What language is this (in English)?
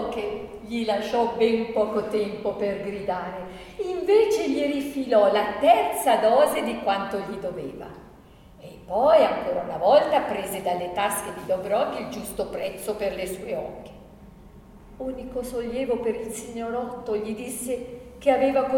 Italian